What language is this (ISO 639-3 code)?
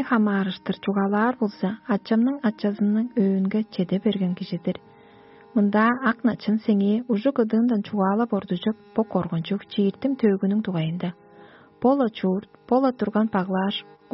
tyv